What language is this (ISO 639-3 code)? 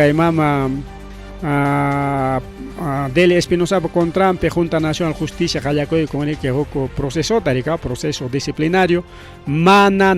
quy